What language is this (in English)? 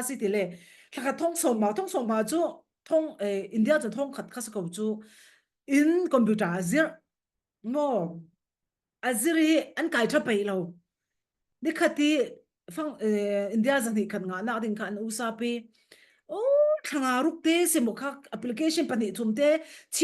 Falam Chin